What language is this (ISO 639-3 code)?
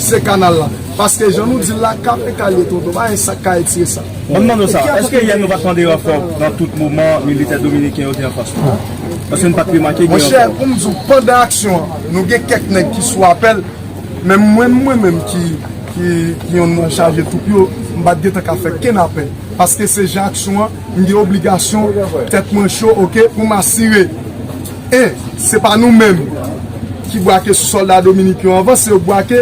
hat